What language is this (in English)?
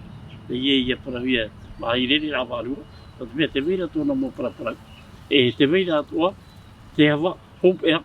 Tahitian